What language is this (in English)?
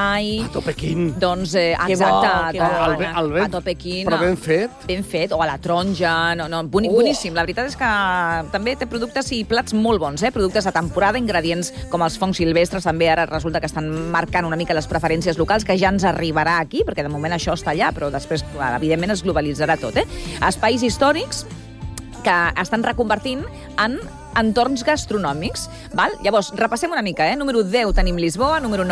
Catalan